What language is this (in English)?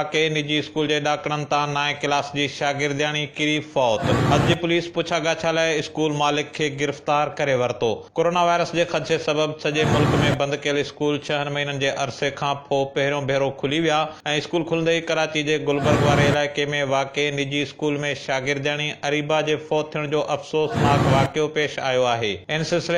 Sindhi